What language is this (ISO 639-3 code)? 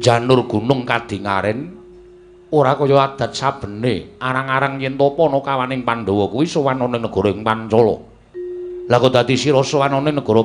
jav